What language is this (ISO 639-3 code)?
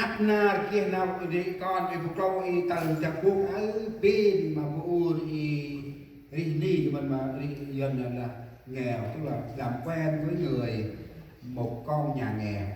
cmo